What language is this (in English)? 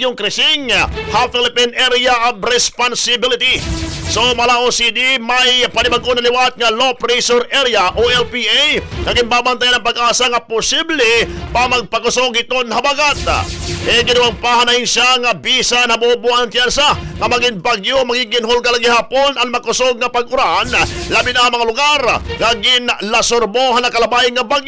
Waray